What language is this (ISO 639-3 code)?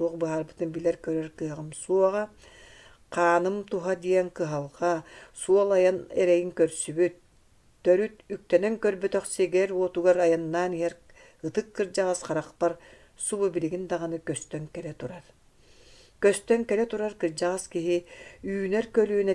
sah